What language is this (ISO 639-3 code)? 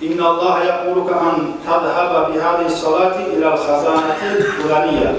kum